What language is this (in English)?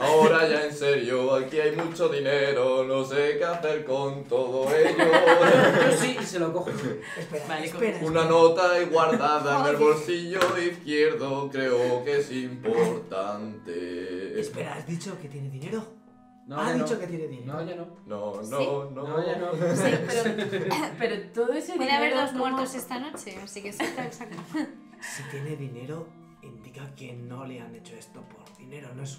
Spanish